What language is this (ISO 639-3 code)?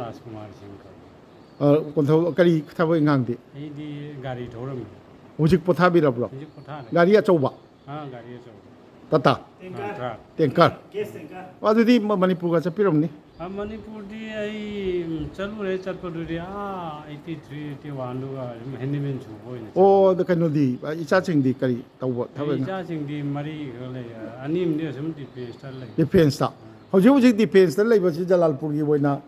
mni